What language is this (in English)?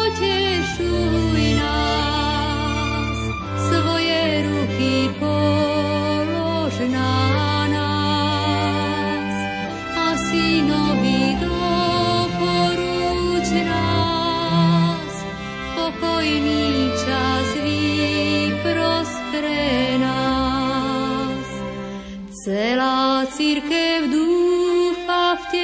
Slovak